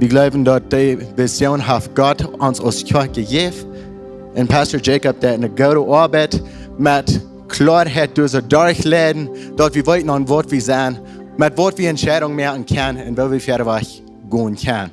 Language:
Plautdietsch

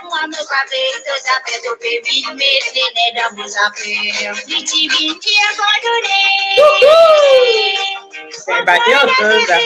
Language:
Morisyen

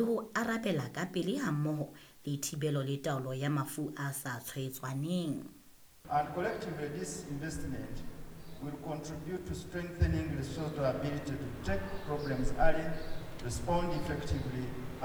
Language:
Southern Sotho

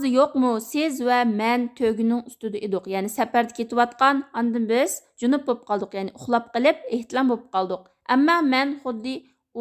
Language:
Uyghur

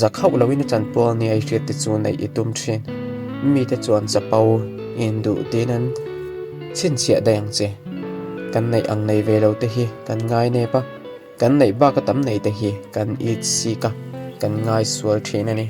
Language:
Mizo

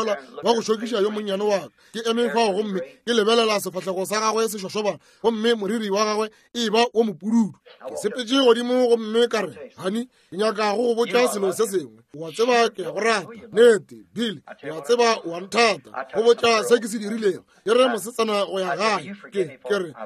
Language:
Northern Sotho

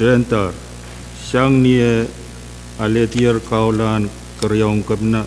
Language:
Pohnpeian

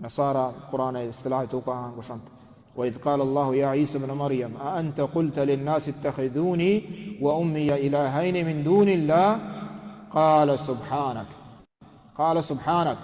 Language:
Baluchi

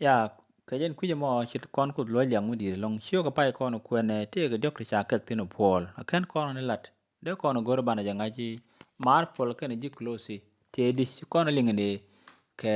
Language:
Nuer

